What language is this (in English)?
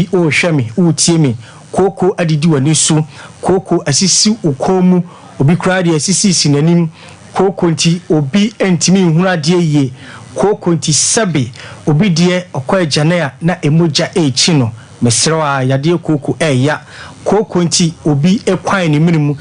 Akan